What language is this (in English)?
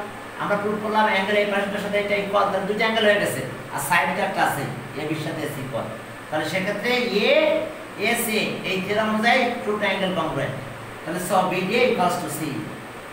Bangla